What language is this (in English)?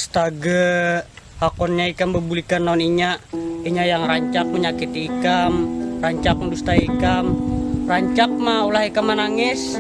Banjar